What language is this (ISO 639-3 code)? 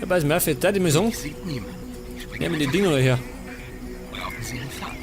bar